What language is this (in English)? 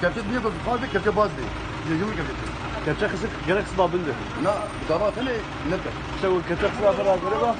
Kurdish